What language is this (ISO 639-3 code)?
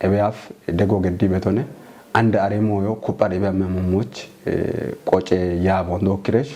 kbr